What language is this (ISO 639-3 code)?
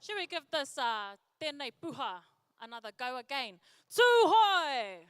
mri